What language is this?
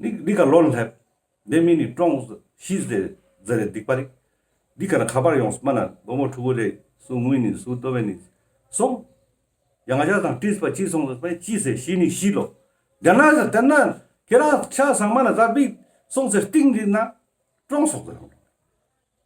Ladakhi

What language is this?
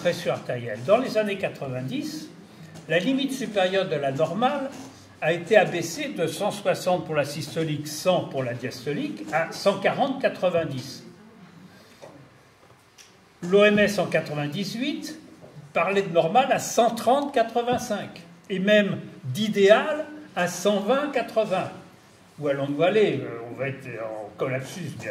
French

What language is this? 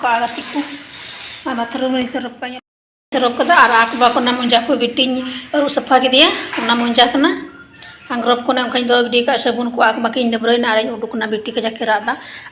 Santali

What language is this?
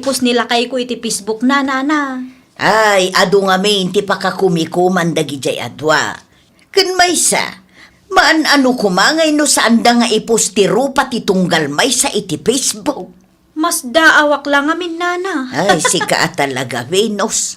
Iloko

